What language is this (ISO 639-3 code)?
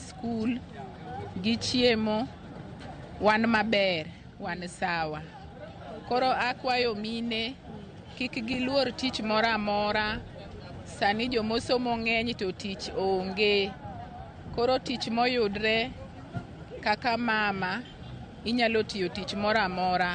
luo